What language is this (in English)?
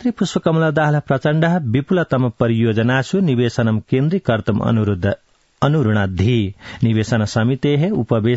Sanskrit